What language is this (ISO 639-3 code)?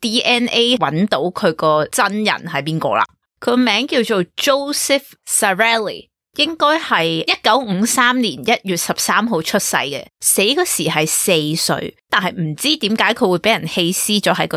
yue